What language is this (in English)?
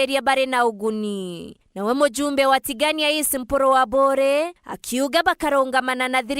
Meru